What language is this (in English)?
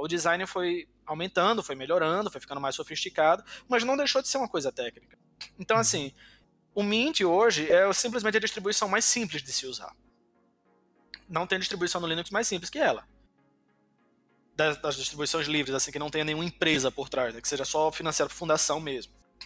Portuguese